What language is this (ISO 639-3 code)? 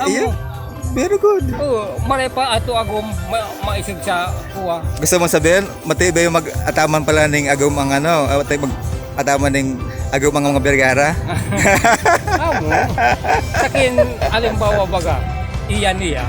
bik